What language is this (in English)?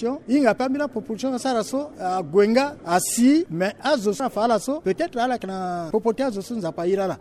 Sango